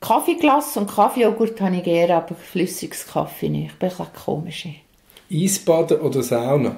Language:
Swiss German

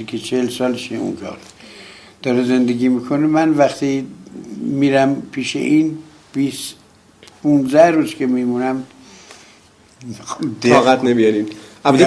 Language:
Persian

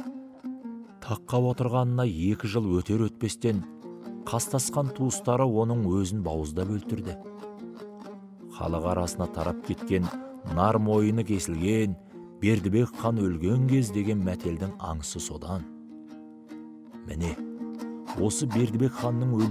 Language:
Kazakh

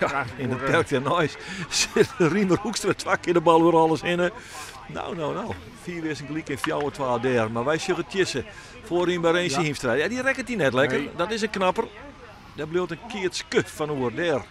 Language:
Western Frisian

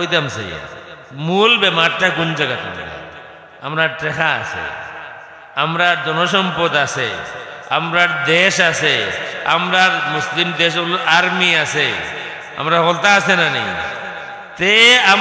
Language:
Sylheti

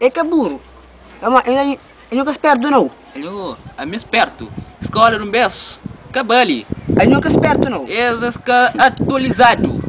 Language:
Kabuverdianu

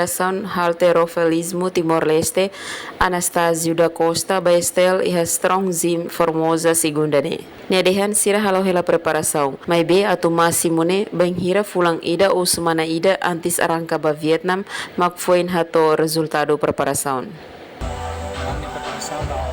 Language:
Tetum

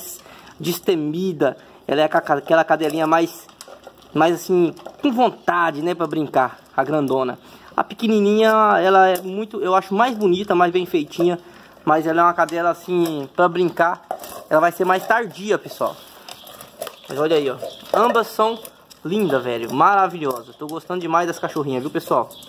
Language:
Portuguese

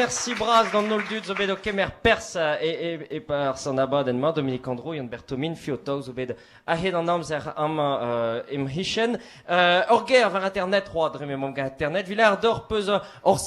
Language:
Breton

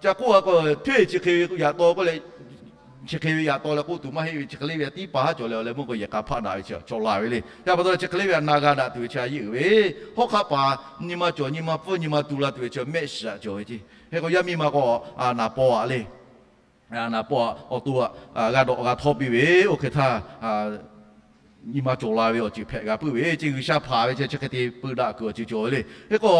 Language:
Lahu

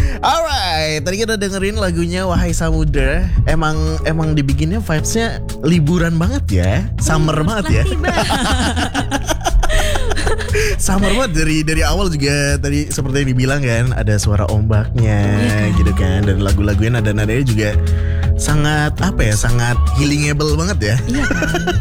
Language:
Indonesian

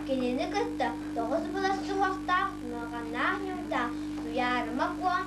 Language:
Yakut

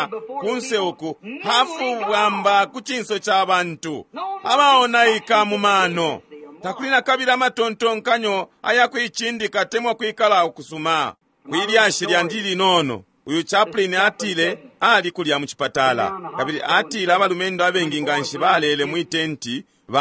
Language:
Bemba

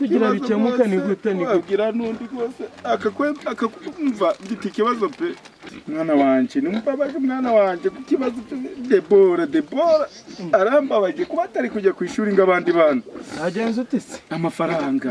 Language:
Kinyarwanda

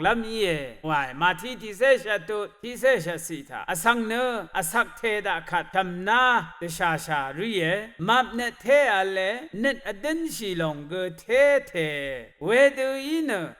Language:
Rawang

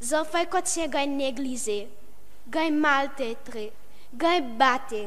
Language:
Seselwa Creole French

